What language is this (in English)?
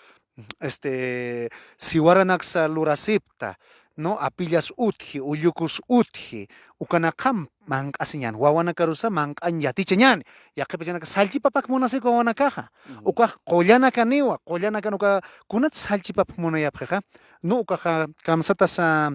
Aymara